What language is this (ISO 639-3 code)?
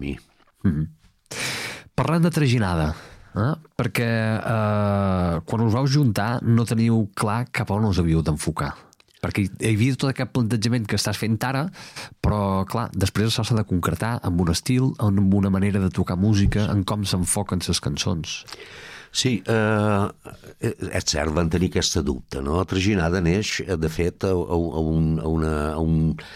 cat